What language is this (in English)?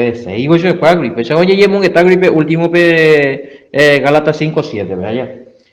Guarani